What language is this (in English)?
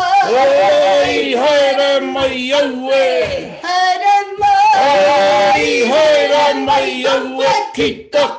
Māori